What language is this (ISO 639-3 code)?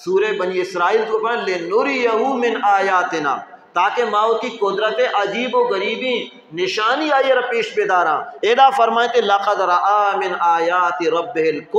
bal